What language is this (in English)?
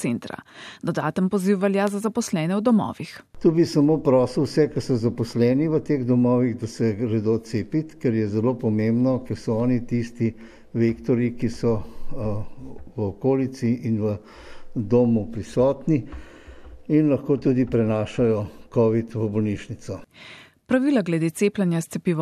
Slovenian